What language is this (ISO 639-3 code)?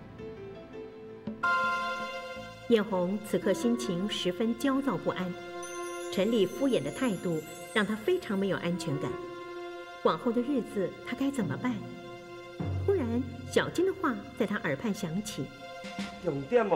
zho